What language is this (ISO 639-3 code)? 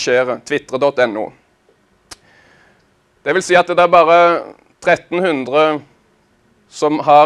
nor